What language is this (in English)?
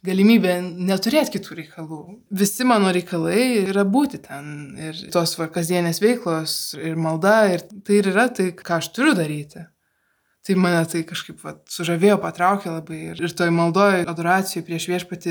Lithuanian